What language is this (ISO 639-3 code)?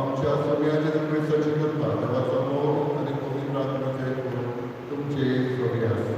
kok